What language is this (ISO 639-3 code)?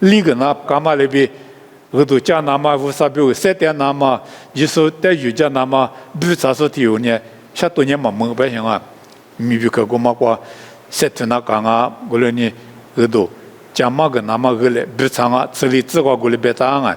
lis